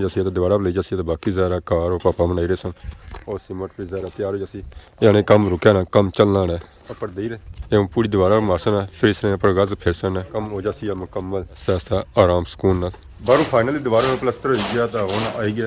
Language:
Pahari-Potwari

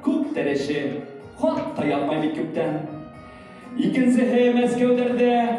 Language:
Bashkir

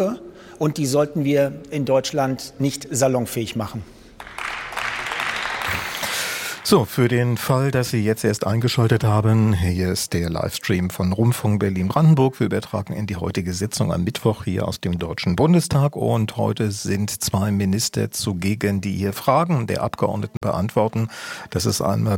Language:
German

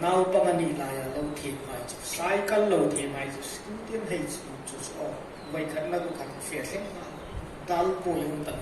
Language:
Hmar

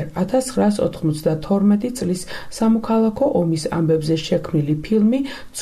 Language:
Georgian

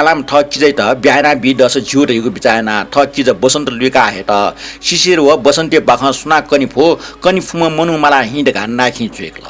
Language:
Newari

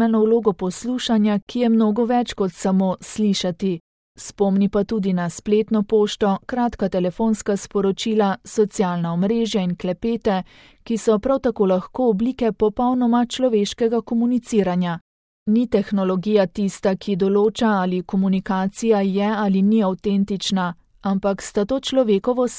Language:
Slovenian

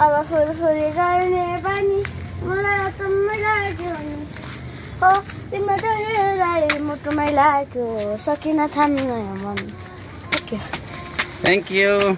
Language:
Nepali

